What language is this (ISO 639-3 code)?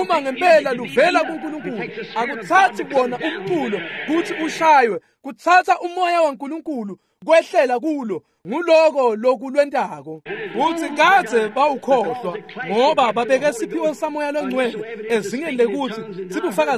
ssw